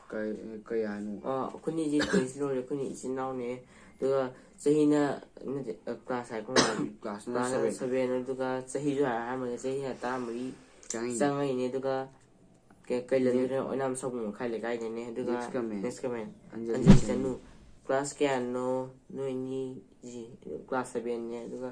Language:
Manipuri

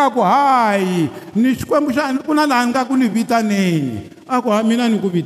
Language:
Tsonga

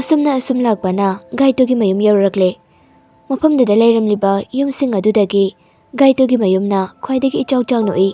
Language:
Manipuri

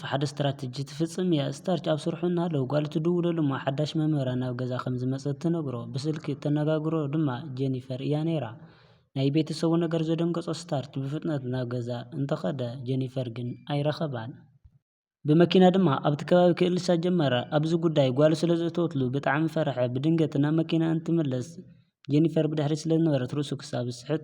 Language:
Tigrinya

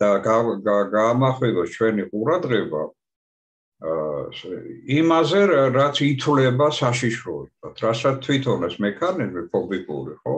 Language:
Georgian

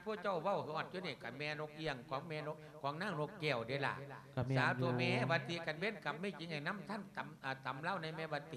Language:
Lao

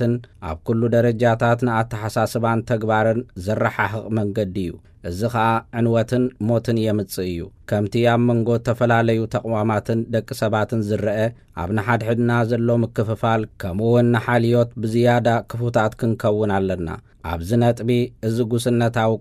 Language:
Tigrinya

